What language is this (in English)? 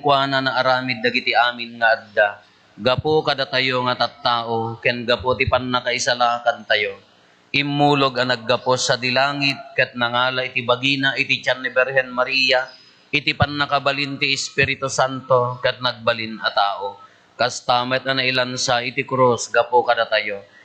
Iloko